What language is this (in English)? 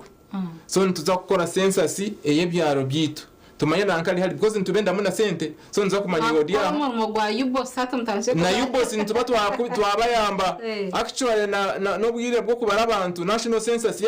Nyankole